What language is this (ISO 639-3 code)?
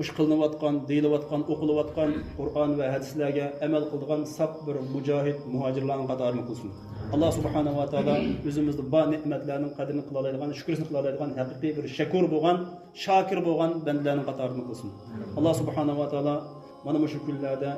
uig